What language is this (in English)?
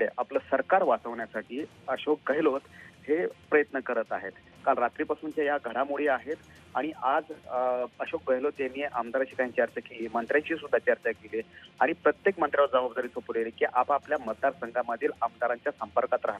Marathi